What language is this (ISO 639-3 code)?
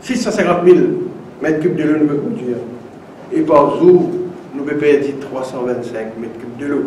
mfe